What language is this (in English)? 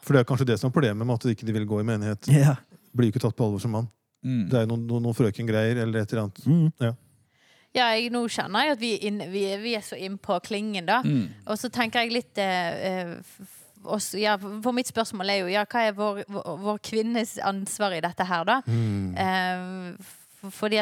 Norwegian